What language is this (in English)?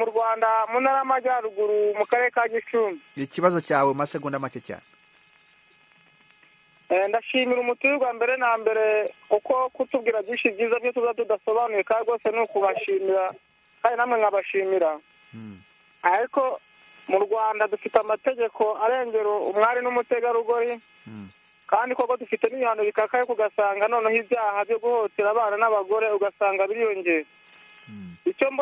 Kinyarwanda